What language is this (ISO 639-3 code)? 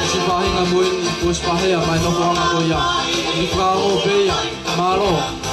ton